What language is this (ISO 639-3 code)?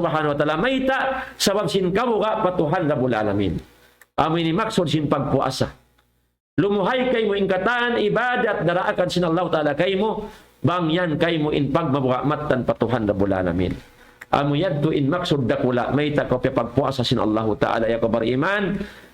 tsg